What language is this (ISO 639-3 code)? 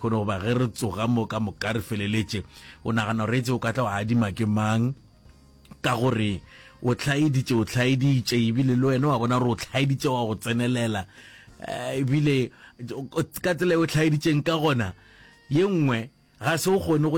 nso